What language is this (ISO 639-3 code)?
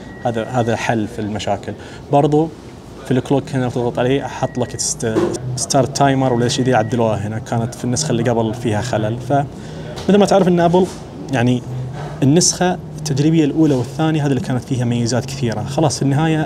ars